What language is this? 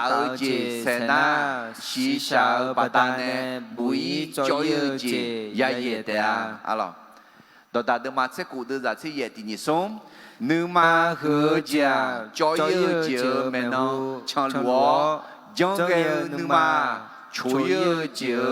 Akha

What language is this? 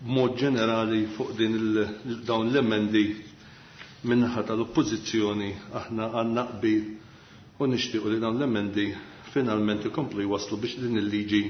Maltese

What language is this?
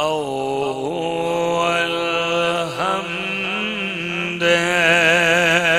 Urdu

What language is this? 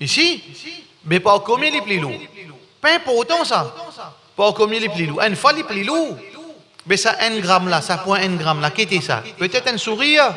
Morisyen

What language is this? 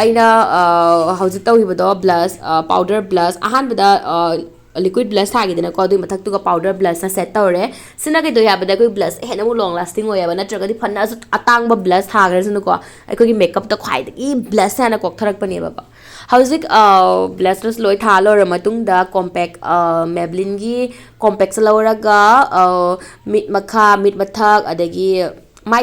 Manipuri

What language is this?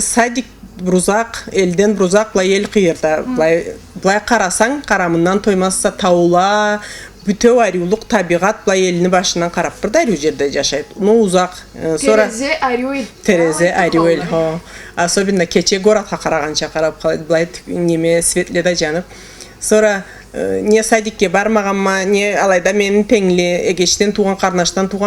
Karachay-Balkar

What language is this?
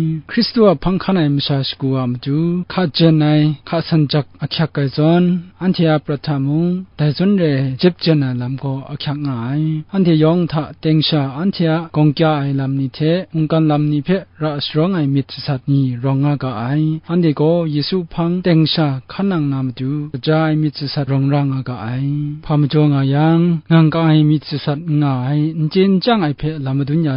Kachin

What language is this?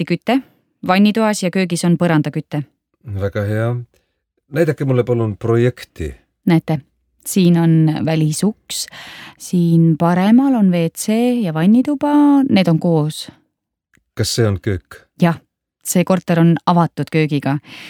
Estonian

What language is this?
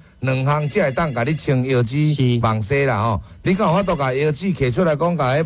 Min Nan Chinese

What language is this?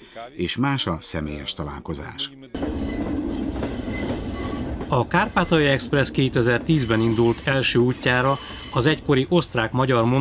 Hungarian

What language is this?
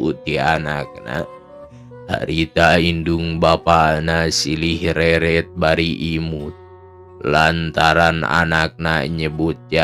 Sundanese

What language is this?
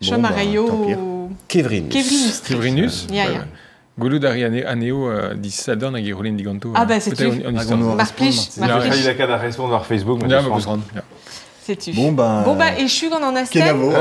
Breton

